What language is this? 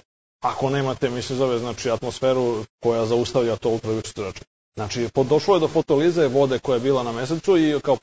Serbian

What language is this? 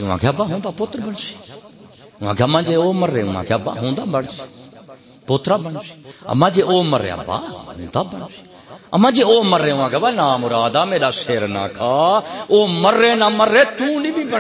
Saraiki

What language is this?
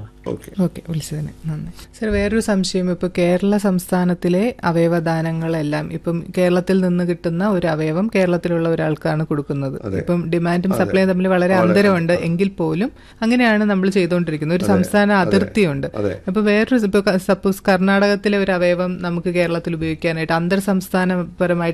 Malayalam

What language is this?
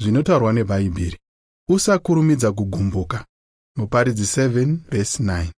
Shona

